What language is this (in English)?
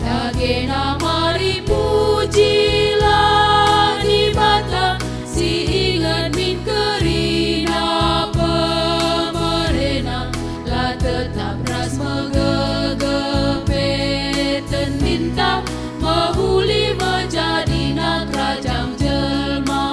Batak Karo